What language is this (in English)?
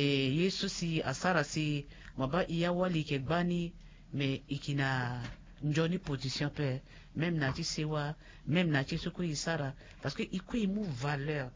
Sango